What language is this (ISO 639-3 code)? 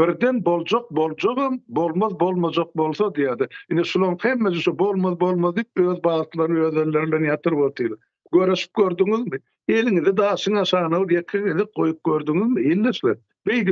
tuk